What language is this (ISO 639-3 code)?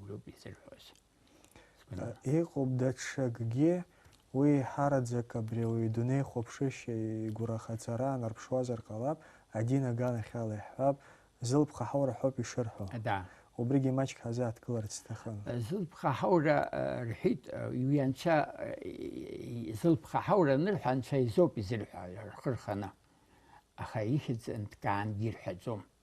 abk